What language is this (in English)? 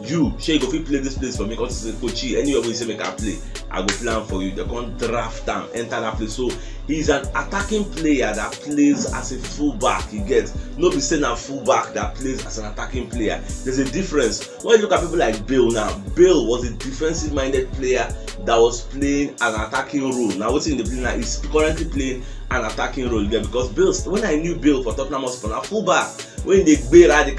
Nigerian Pidgin